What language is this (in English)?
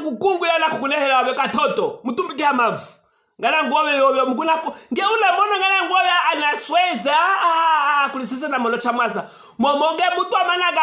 Luvale